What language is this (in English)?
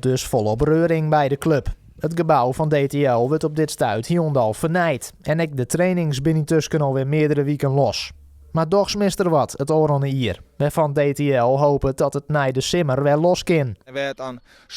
Western Frisian